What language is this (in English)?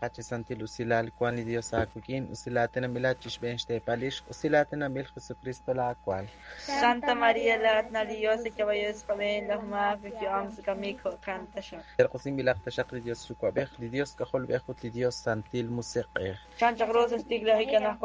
Kekchí